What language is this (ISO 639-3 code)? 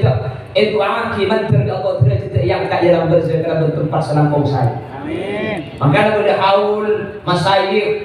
mad